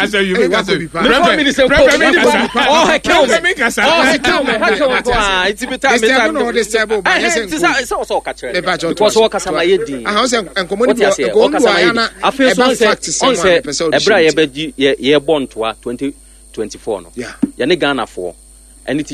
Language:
Akan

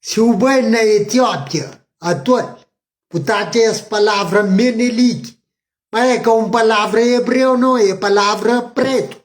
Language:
Kabuverdianu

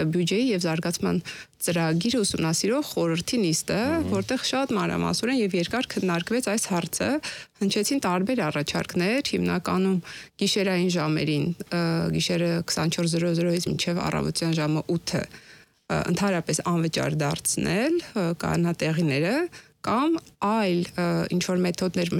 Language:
Armenian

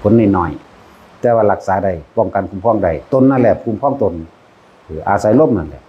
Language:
Northeastern Thai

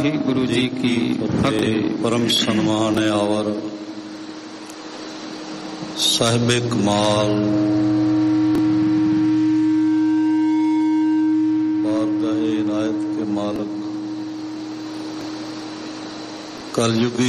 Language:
Punjabi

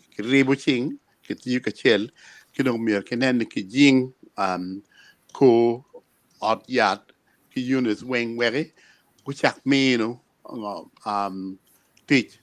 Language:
Acoli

